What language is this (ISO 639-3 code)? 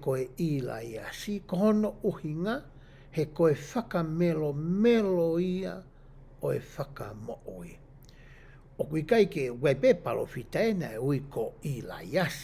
ton